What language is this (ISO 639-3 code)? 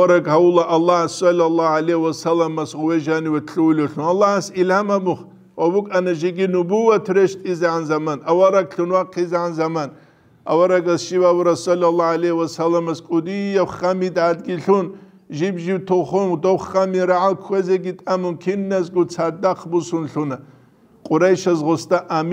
ava